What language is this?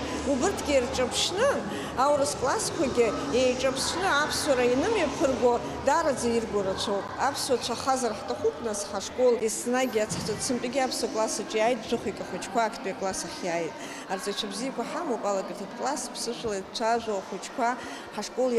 Abkhazian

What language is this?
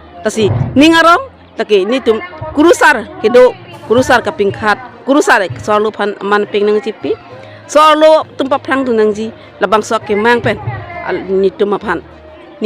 Karbi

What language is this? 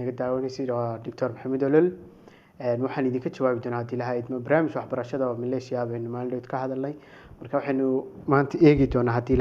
Somali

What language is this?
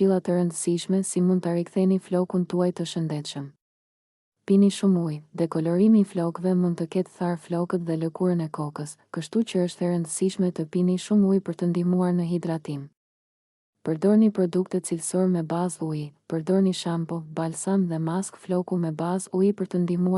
Albanian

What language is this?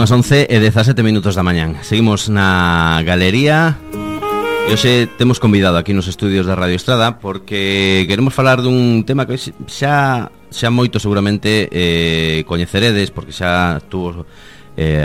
Galician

